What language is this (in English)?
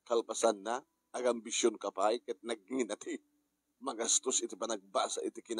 Iloko